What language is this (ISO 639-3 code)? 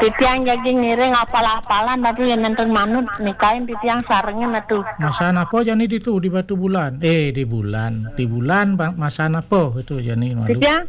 ban